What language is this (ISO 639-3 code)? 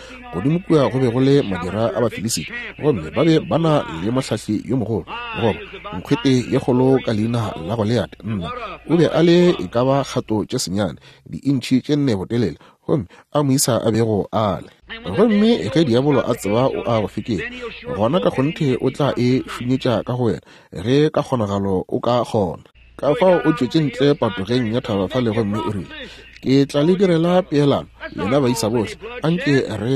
nso